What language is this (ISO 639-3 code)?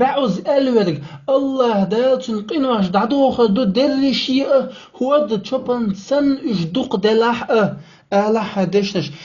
che